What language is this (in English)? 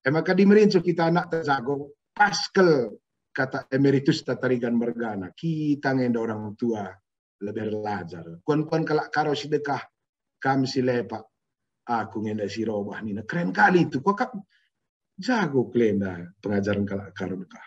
Batak Karo